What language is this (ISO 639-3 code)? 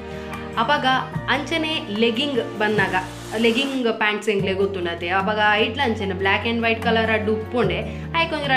tcy